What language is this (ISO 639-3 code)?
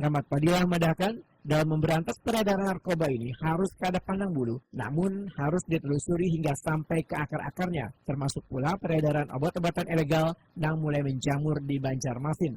bjn